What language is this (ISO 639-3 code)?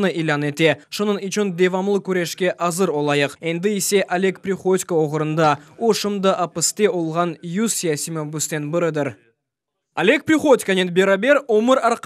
crh